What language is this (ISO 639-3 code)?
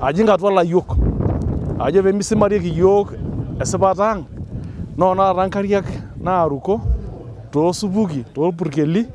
mas